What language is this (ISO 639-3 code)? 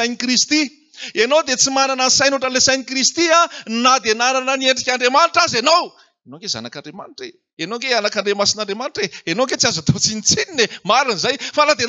mlg